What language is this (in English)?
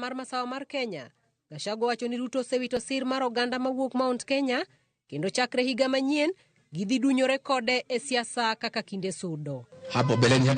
Luo (Kenya and Tanzania)